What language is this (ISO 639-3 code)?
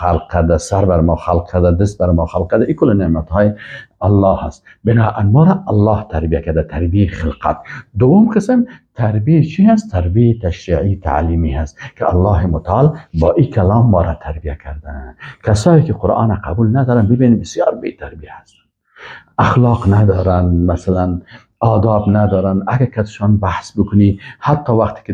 fas